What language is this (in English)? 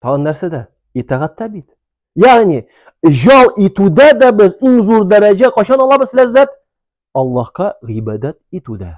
Tatar